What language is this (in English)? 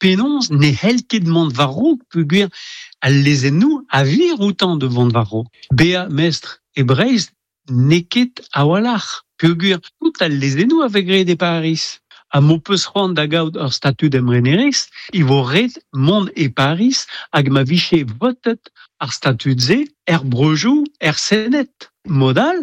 Breton